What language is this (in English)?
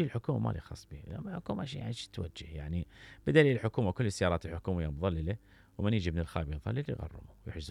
Mesopotamian Arabic